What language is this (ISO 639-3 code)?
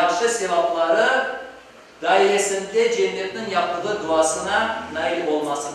crh